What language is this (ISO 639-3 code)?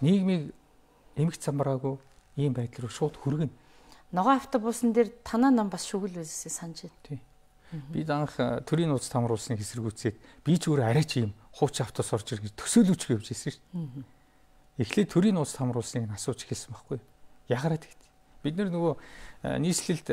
mon